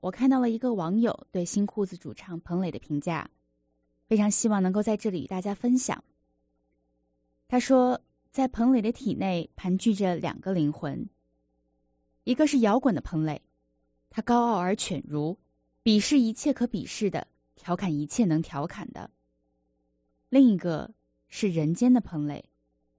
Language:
Chinese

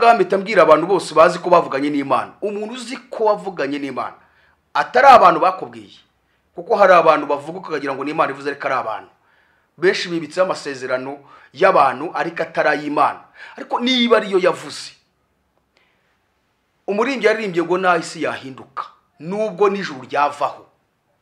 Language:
Kinyarwanda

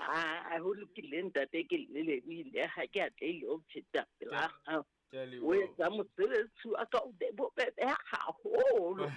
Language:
Southern Sotho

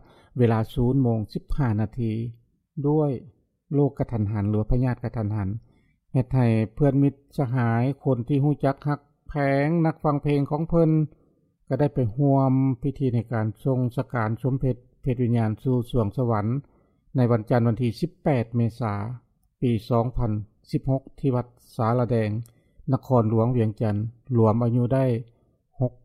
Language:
Lao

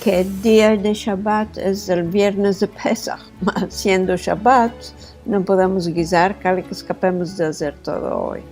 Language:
Ladino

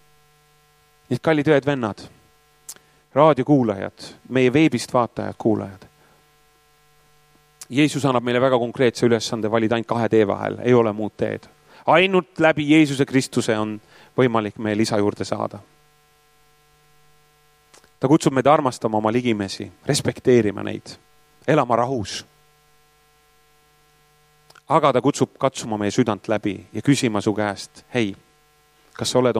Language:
Estonian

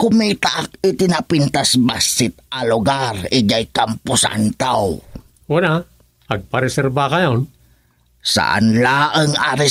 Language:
Iloko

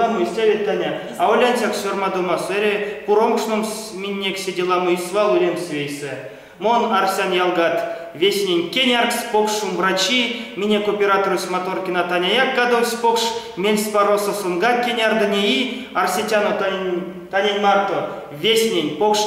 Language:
Erzya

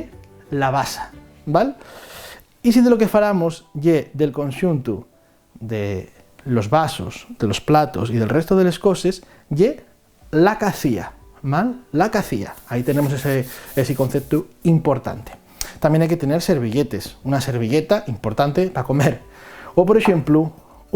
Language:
Asturian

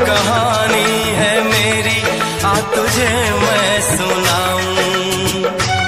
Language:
Hindi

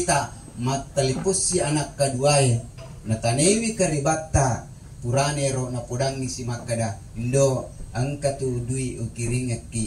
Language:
Buginese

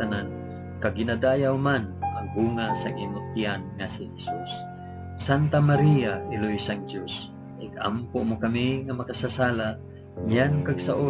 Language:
Hiligaynon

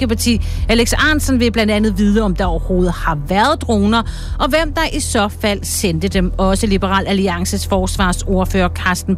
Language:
Danish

